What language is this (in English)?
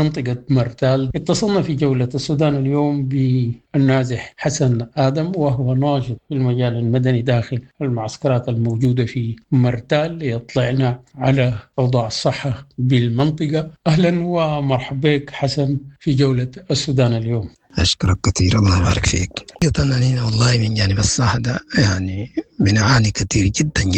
Sudanese Arabic